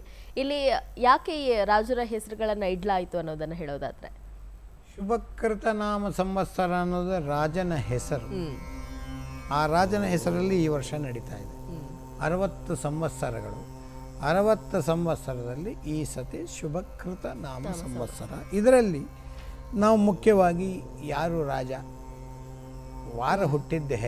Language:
Kannada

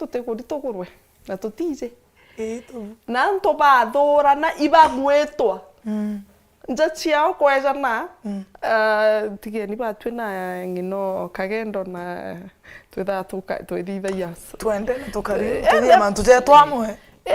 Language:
Meru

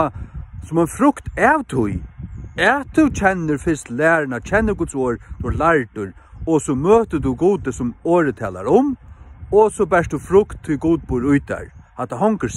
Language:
Faroese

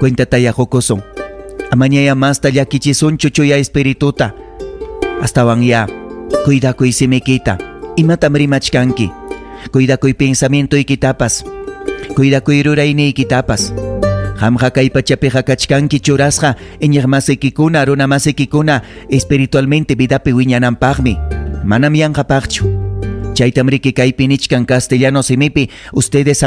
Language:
Ayacucho Quechua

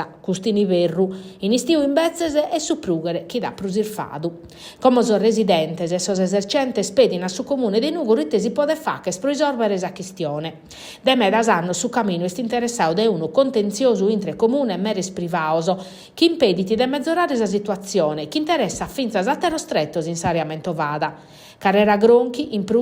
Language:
Sardinian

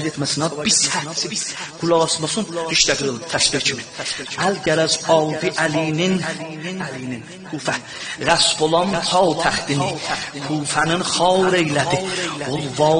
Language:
South Azerbaijani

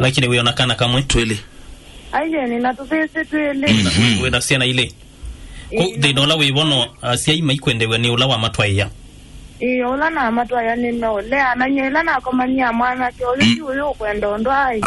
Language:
Kamba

